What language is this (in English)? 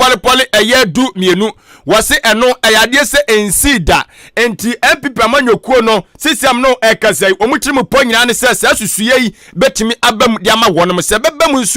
Akan